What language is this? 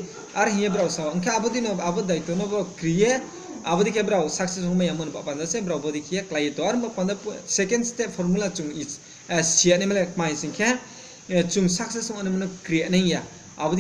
Riang (India)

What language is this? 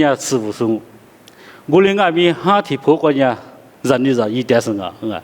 Lisu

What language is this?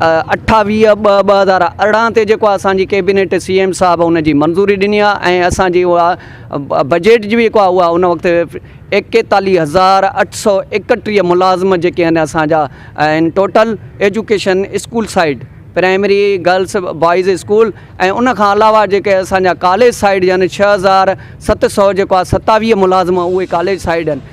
Sindhi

